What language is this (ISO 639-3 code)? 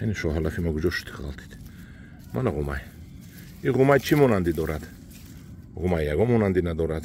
tgk